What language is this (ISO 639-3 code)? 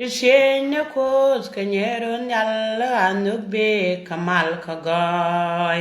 nus